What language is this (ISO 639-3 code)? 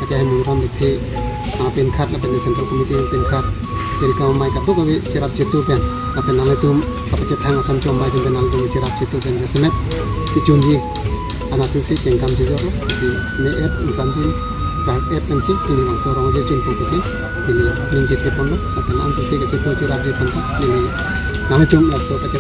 mjw